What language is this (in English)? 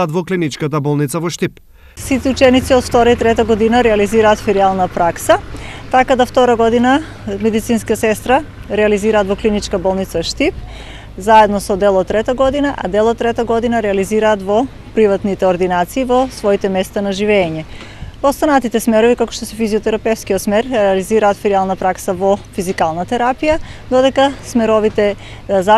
Macedonian